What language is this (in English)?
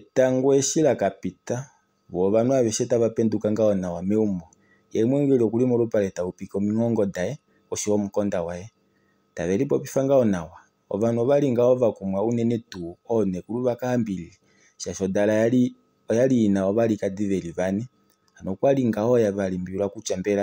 Kuanyama